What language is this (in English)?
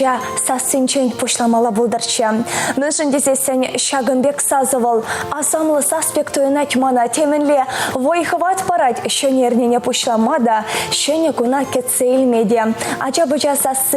Chuvash